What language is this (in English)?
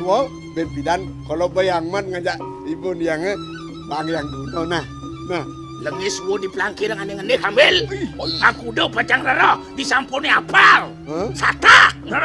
Balinese